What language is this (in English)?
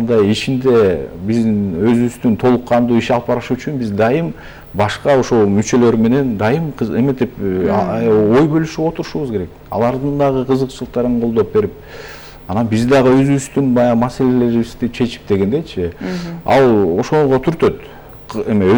Kyrgyz